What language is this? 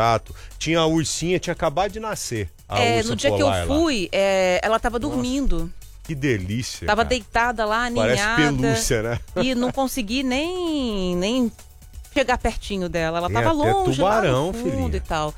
Portuguese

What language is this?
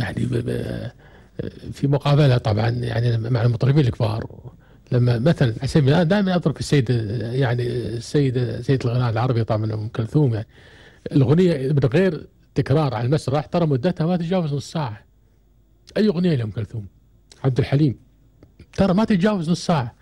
Gulf Arabic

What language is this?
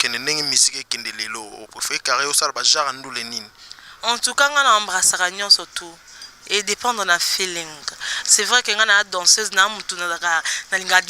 Lingala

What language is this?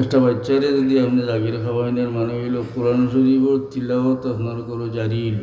Sylheti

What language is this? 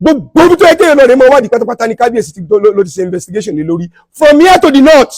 Yoruba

